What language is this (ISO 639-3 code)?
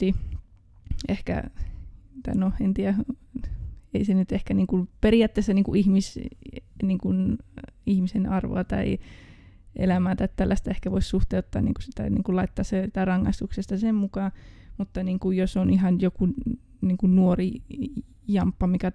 fin